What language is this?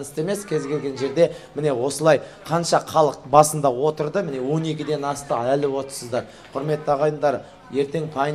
Kazakh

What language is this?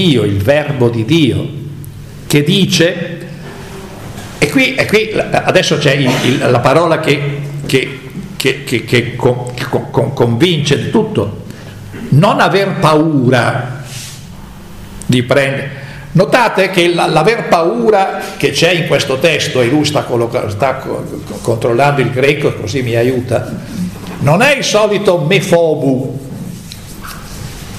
Italian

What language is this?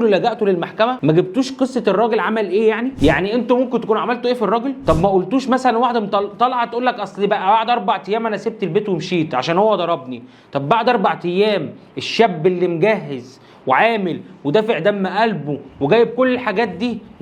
Egyptian Arabic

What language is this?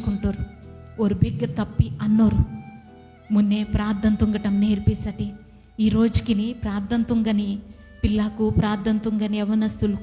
Koya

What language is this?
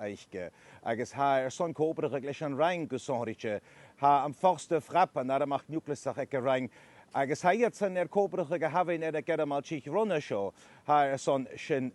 Scottish Gaelic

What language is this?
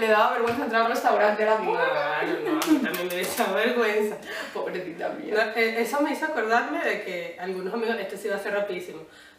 Spanish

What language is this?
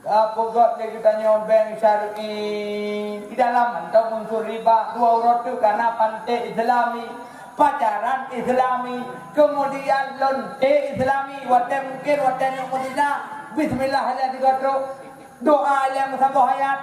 Achinese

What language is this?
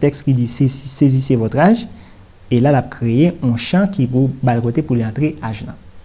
Haitian Creole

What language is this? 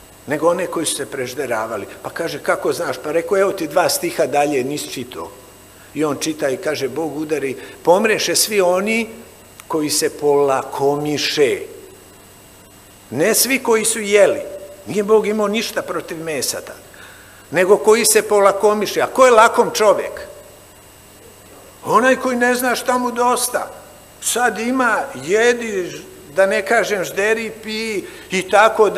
Serbian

